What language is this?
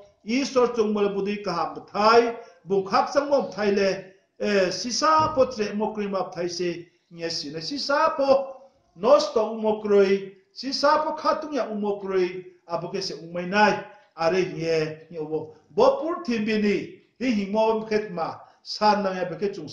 Riang (India)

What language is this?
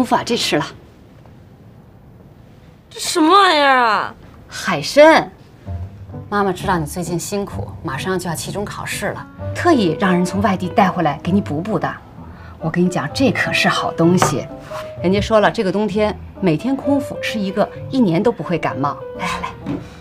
Chinese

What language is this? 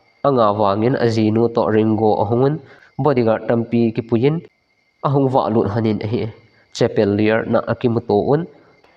Thado Chin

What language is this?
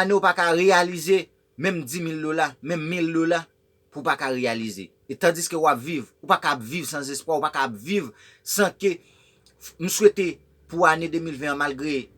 Haitian Creole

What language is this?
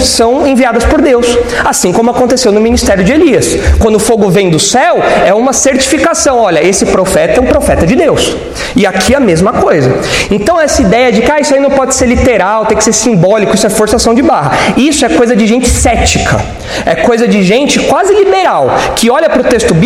Portuguese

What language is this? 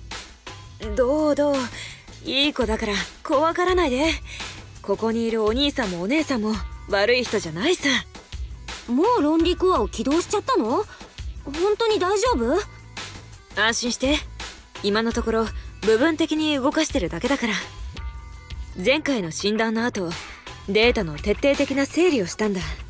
Japanese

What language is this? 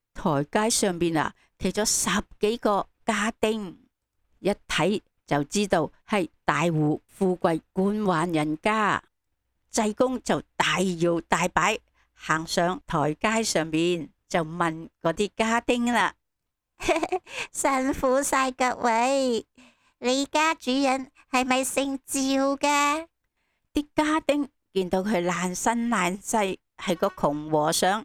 Cantonese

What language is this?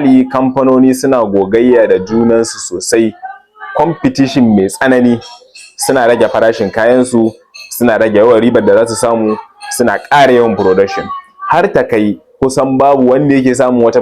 Hausa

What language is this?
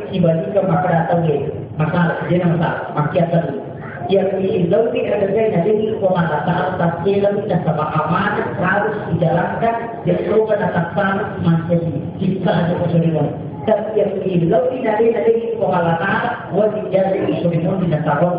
Buginese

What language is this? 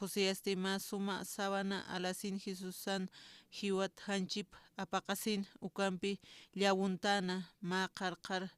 Aymara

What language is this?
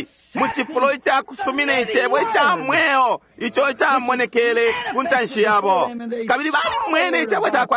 Bemba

